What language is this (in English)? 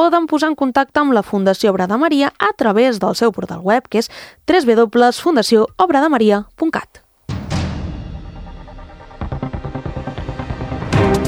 Catalan